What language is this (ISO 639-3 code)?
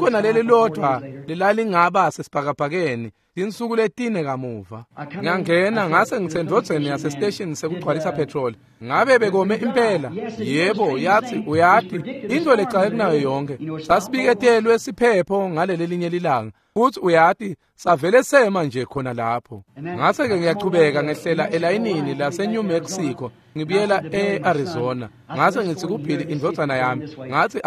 ssw